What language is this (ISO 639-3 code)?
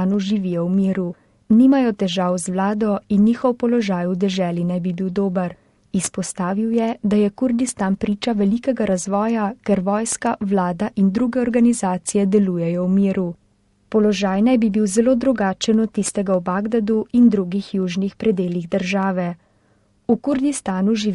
slv